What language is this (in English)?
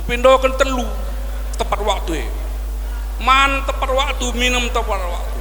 Batak Karo